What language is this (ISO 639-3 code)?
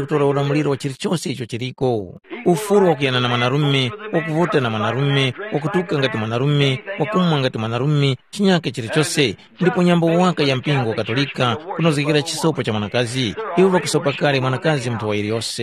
tum